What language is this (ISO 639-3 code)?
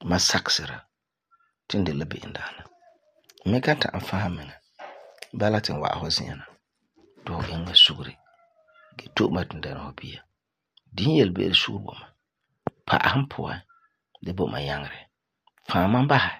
gur